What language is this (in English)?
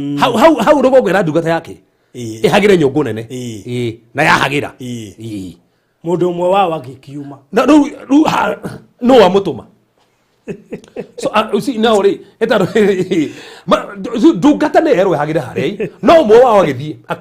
Kikuyu